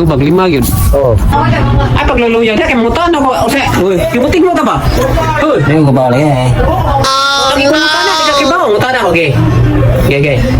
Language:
Cebuano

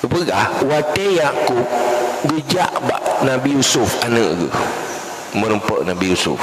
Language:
Achinese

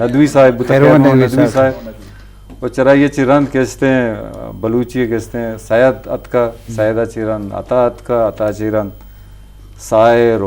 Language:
Eastern Balochi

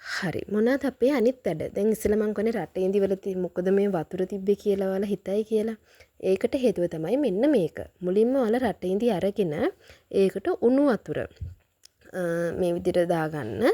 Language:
Sinhala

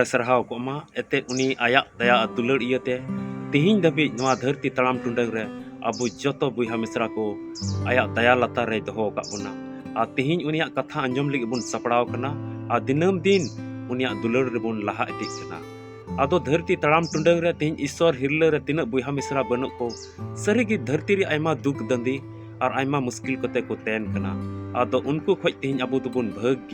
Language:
Santali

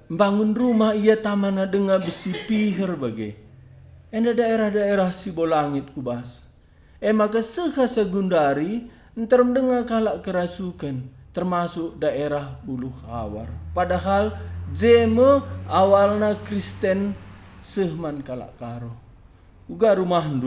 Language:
Batak Karo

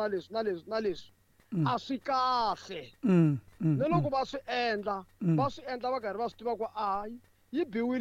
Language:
Tsonga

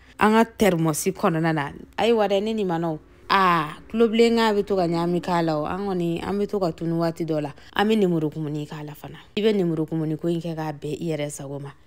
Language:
Bambara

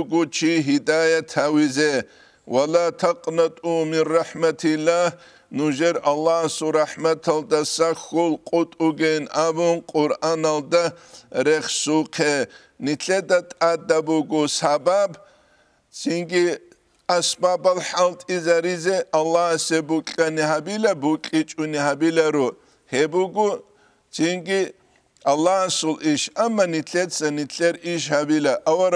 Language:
Avaric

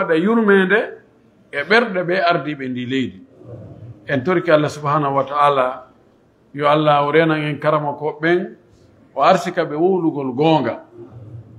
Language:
Pular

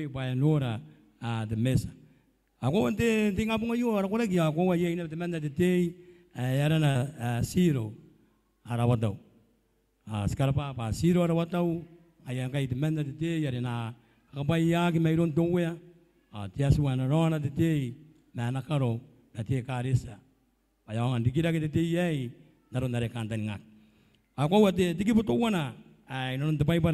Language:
Gilbertese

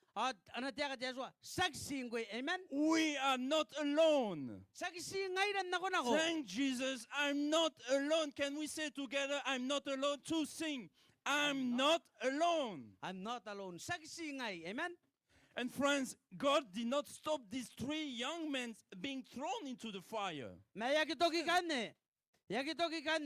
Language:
Gilbertese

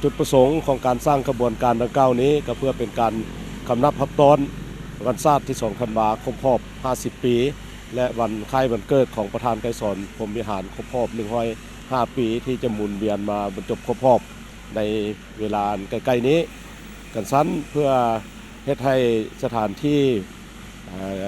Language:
Lao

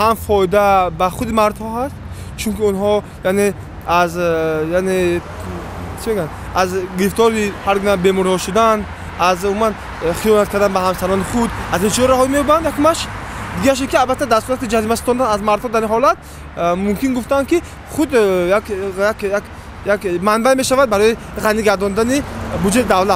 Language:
Tajik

